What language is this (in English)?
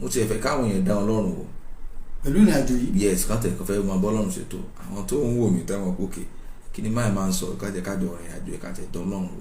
Yoruba